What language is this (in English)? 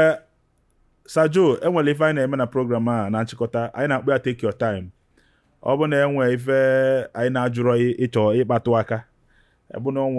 Igbo